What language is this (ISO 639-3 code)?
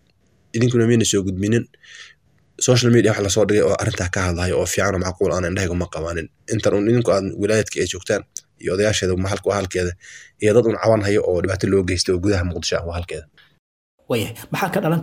som